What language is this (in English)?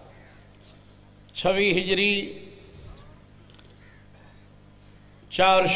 Urdu